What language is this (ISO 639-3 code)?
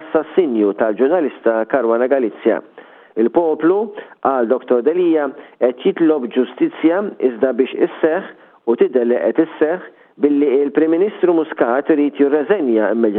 mlt